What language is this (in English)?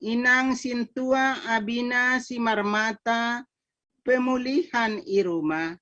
Batak Simalungun